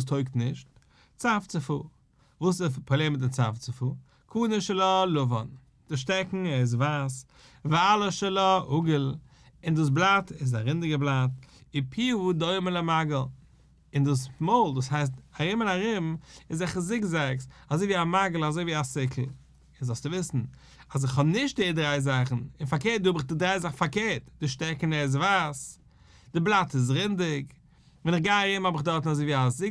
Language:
Yiddish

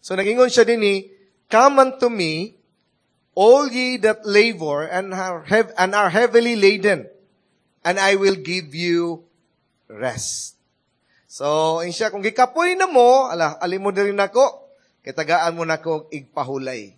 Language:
Cebuano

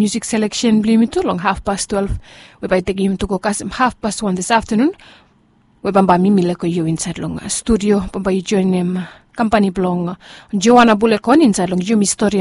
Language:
Bislama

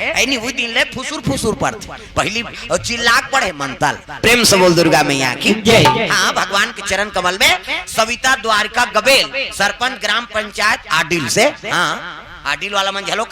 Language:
Chhattisgarhi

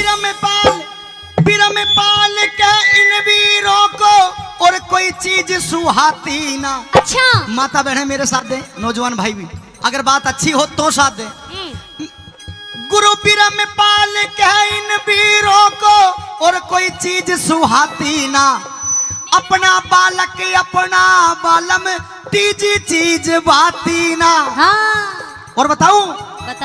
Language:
Haryanvi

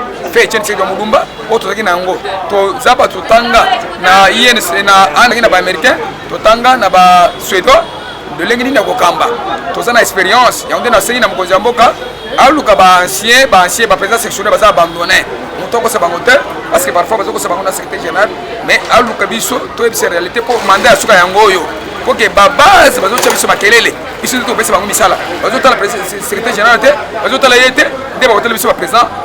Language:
Lingala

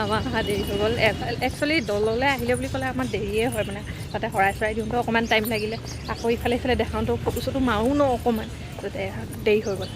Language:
Assamese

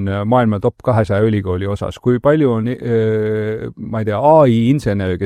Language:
Estonian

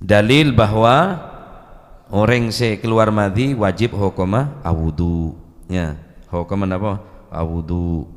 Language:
Madurese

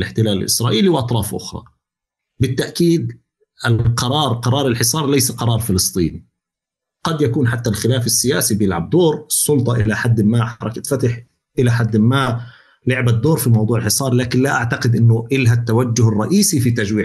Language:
North Levantine Arabic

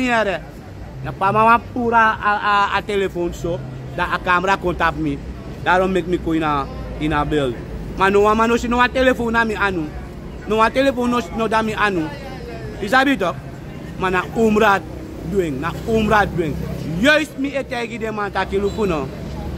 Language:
Sranan Tongo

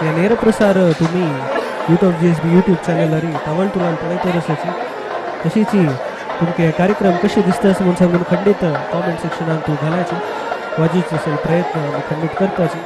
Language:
Konkani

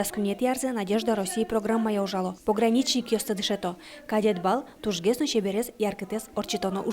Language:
Udmurt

